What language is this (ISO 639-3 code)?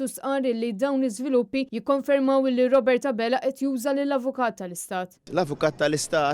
mlt